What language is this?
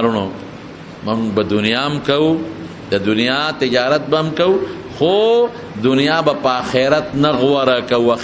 Pashto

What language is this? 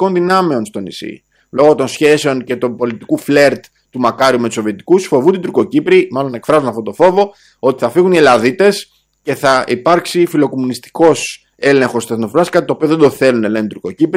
Greek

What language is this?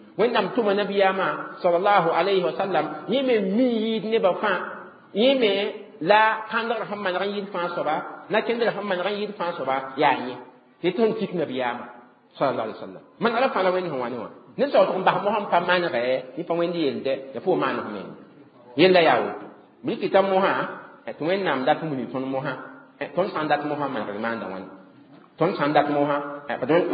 Mossi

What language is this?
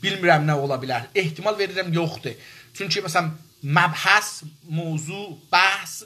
South Azerbaijani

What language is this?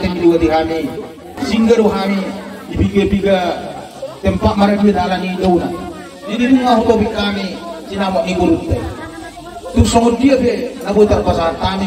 Batak Toba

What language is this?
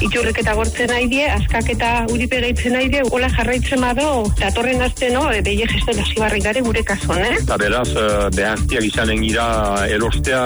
Basque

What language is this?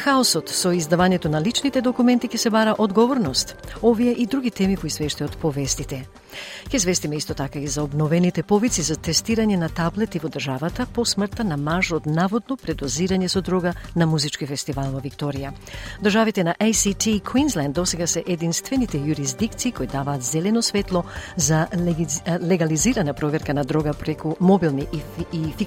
Macedonian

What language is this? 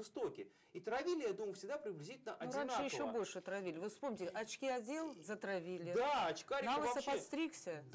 Russian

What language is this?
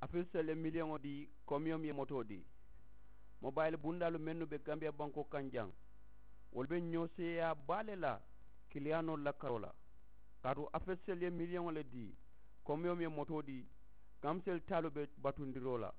Mandingo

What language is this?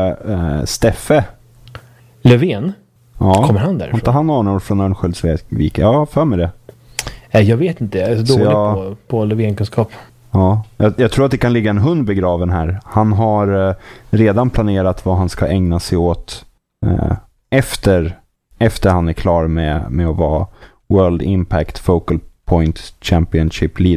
Swedish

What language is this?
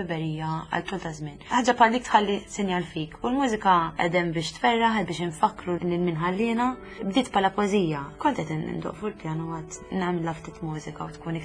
Maltese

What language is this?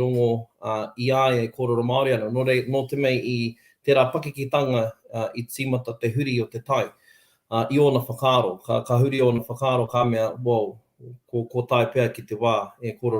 Māori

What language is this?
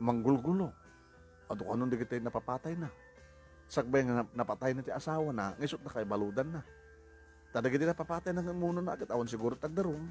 Iloko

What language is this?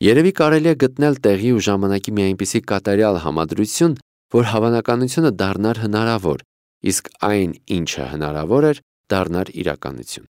Armenian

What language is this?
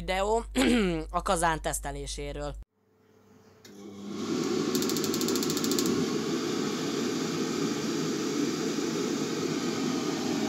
Hungarian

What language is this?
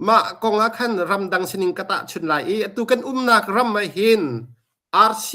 Hakha Chin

